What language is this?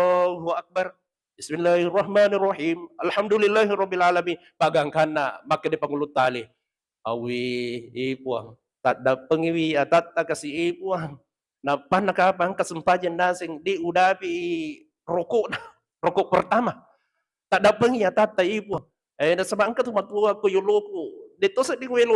Buginese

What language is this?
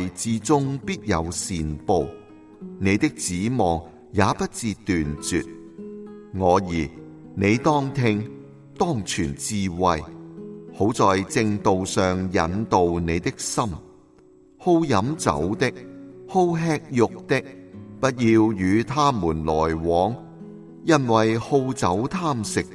Cantonese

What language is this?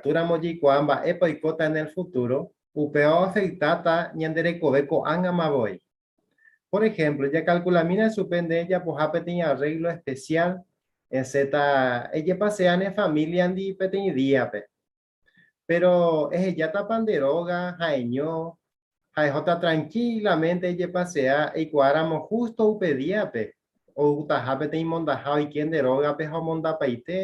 Guarani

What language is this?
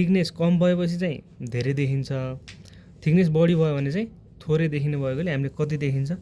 Nepali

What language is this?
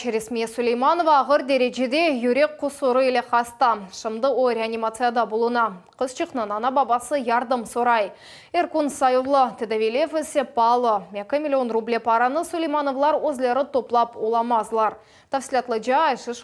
Crimean Tatar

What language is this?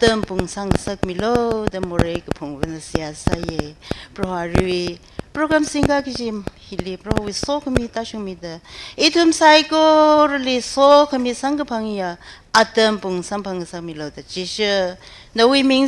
Tangkhul Naga (India)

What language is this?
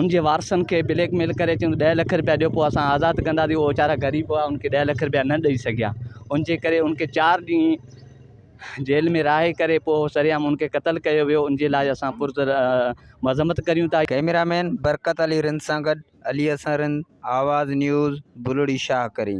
Sindhi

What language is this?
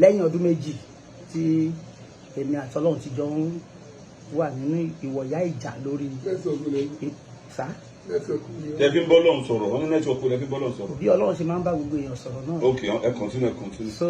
Yoruba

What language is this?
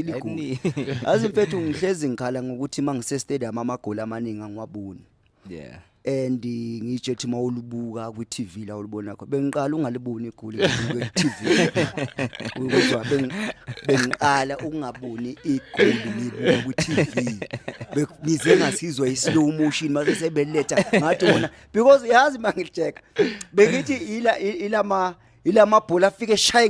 Zulu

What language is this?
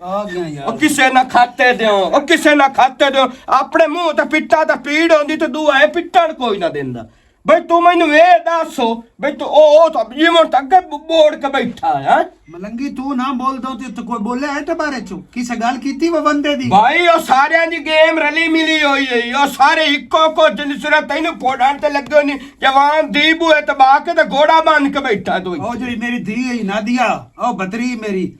Western Panjabi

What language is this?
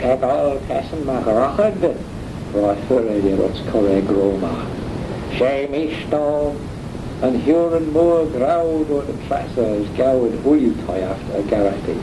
Manx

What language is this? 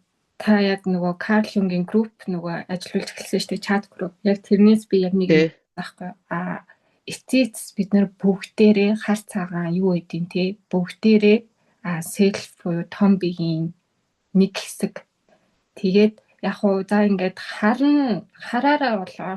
Mongolian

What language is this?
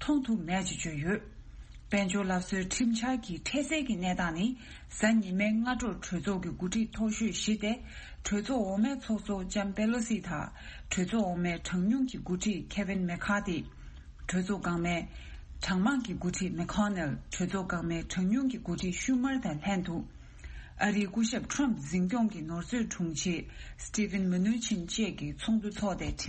Tibetan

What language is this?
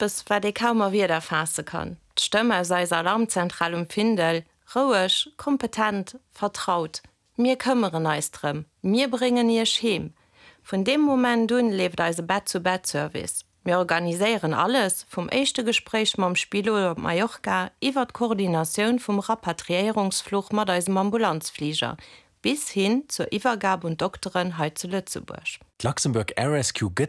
Luxembourgish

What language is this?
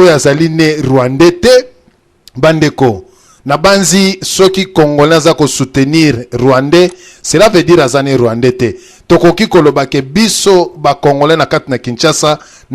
Lingala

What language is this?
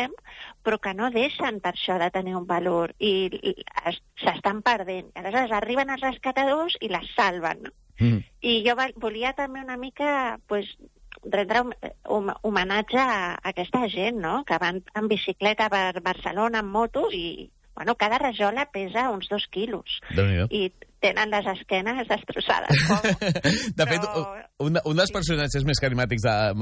Catalan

